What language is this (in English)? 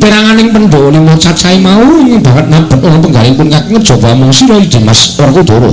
Javanese